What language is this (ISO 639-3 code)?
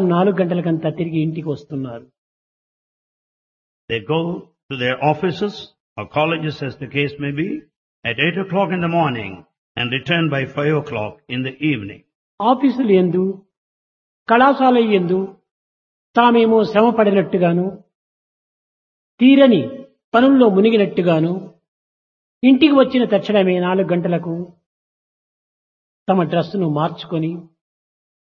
tel